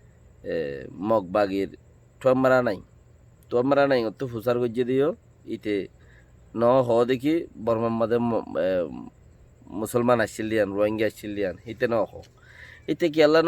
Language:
Rohingya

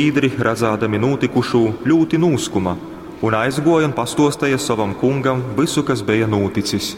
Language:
Latgalian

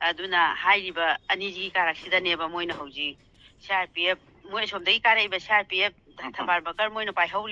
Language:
Manipuri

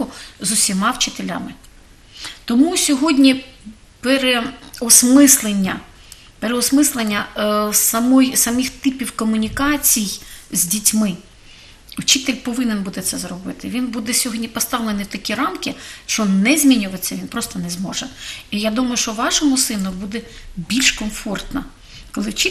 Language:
Ukrainian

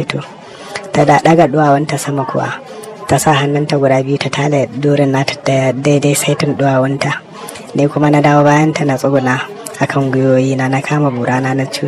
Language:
Hausa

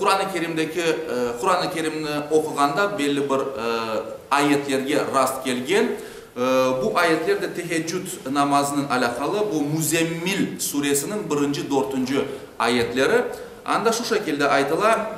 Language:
Crimean Tatar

